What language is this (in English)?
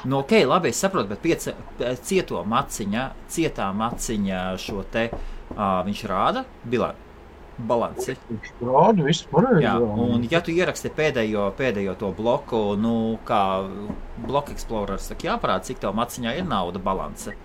Latvian